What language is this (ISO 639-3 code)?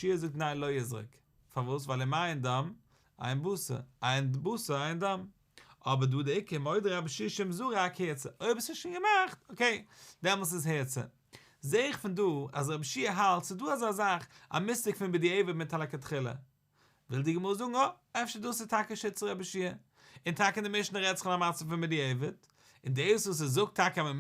yid